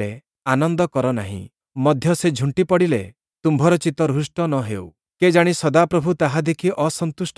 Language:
Odia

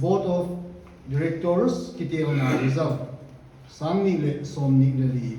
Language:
Paite Chin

